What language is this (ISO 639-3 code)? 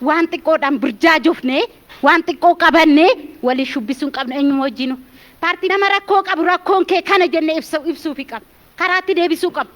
orm